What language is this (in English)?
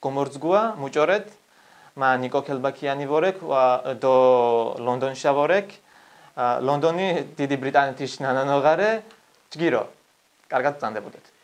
Georgian